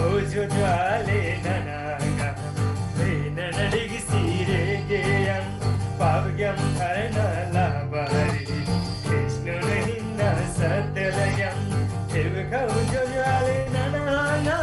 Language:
Eastern Tamang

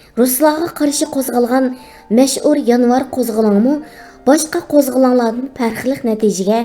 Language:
Uyghur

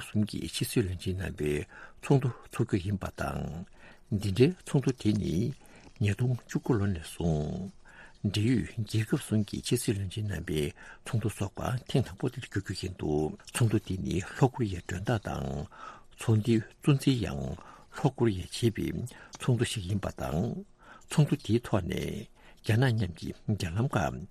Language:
Tibetan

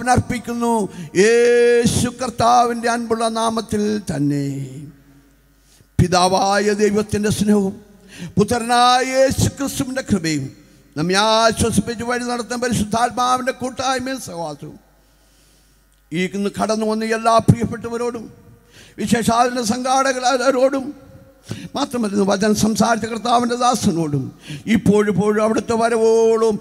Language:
Malayalam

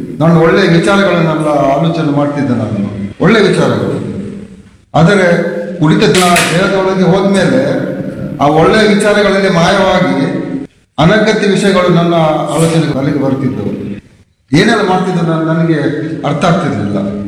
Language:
Kannada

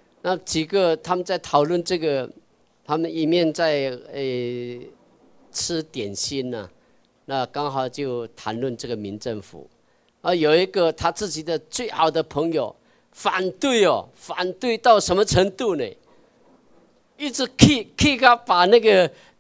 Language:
Chinese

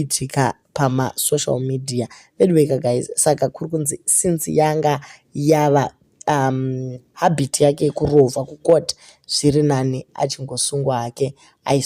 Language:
Shona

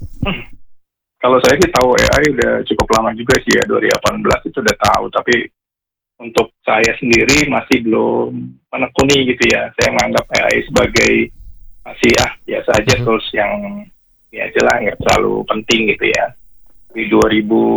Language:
Indonesian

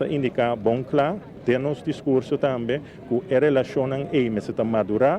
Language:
Papiamento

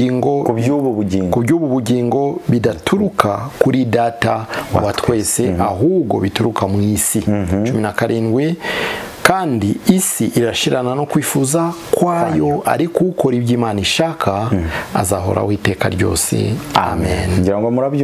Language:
Kinyarwanda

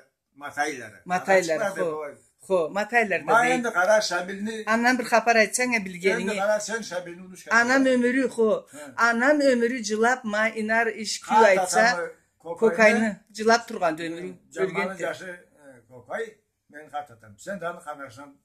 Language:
Karachay-Balkar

